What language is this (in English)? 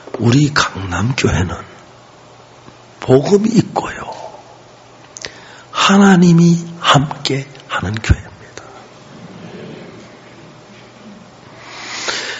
Korean